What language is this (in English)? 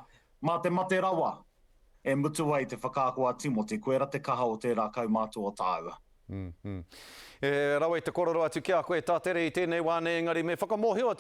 Māori